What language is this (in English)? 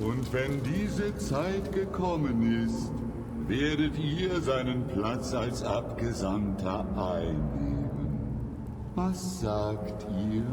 Bavarian